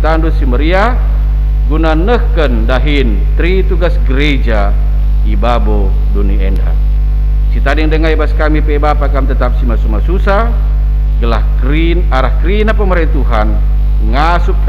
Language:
Batak Karo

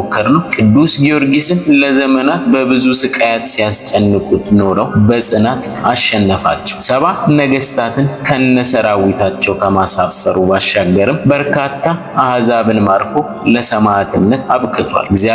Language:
Amharic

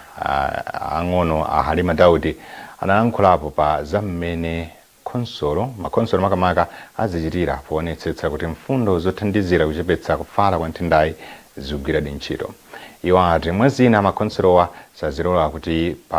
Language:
Nyanja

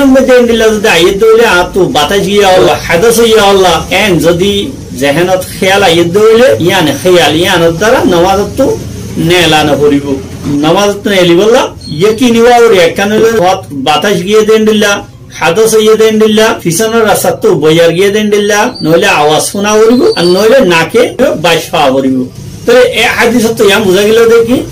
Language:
Rohingya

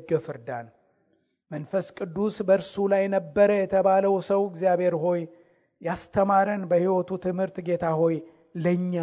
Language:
Amharic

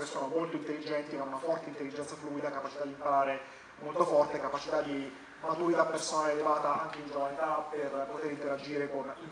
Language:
Italian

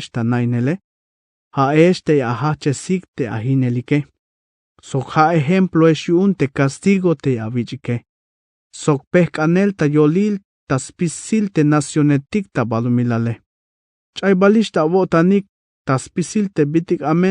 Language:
Tzeltal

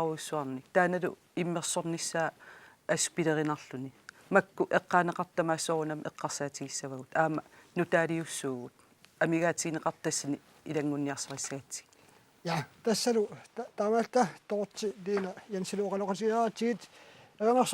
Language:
Kalaallisut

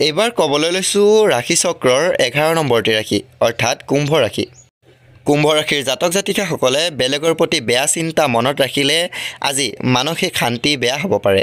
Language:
Assamese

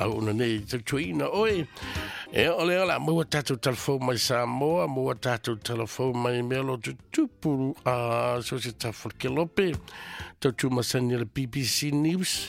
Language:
Samoan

